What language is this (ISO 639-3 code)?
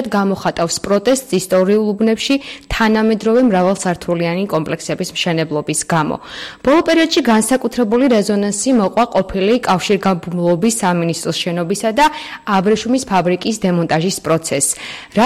kat